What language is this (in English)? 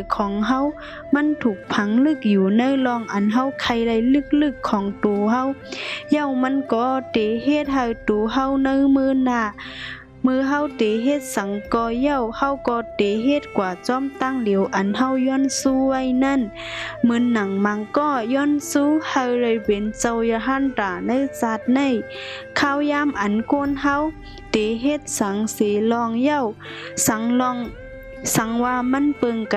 Shan